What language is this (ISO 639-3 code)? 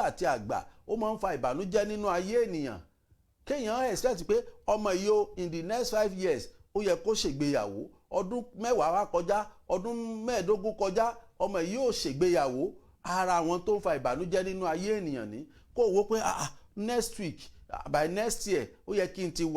yor